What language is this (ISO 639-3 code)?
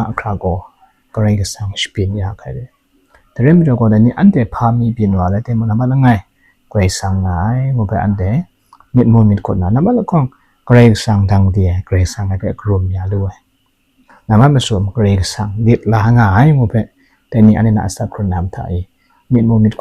kac